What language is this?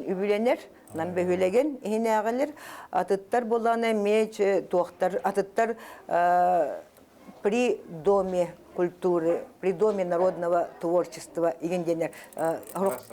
Yakut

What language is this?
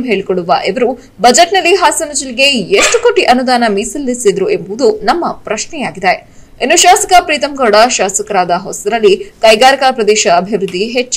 Kannada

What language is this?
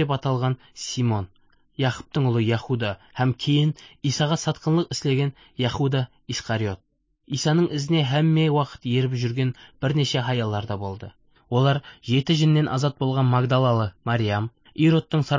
Kazakh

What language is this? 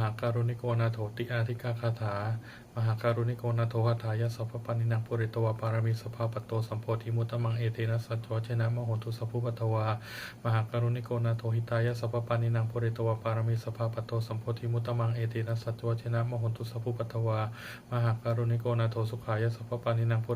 Pali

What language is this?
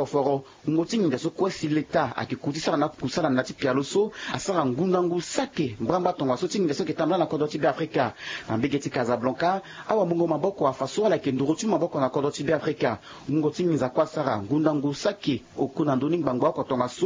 Sango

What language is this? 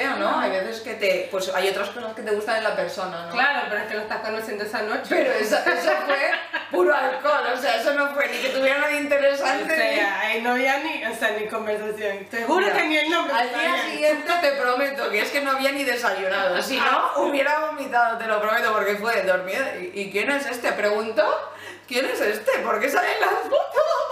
Spanish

